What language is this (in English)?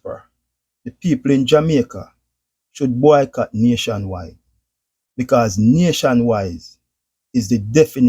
Jamaican Creole English